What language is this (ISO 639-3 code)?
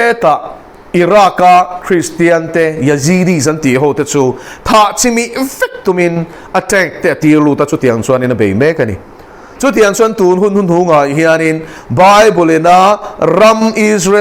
lus